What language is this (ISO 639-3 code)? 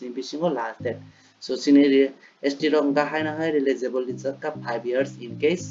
trp